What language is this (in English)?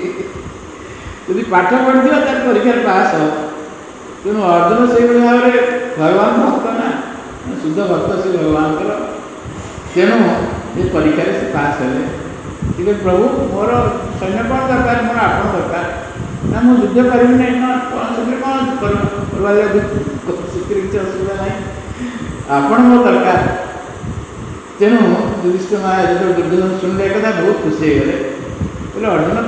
Odia